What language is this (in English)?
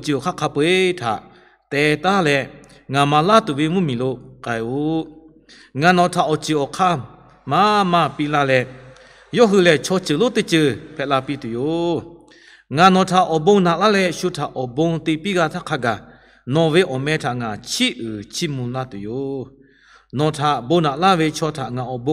Lahu